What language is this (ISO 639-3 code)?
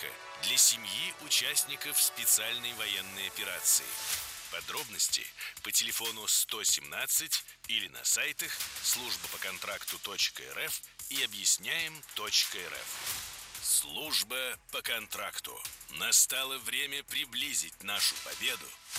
rus